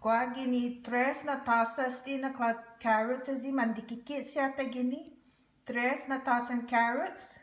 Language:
Chamorro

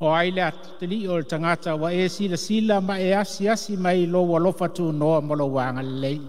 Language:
Samoan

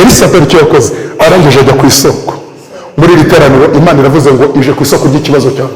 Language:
Kinyarwanda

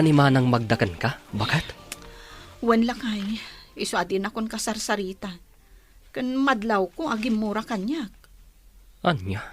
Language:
Iloko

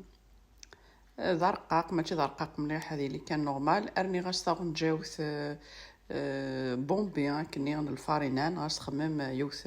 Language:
Kabyle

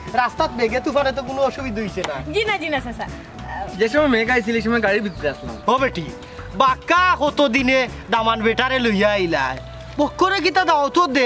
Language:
Sylheti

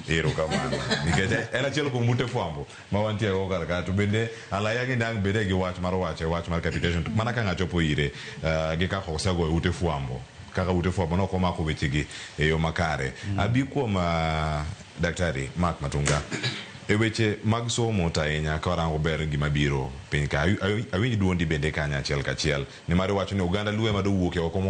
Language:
Luo (Kenya and Tanzania)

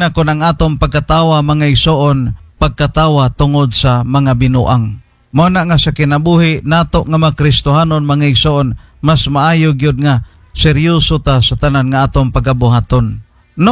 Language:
Cebuano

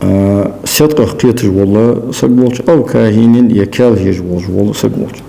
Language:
Ingush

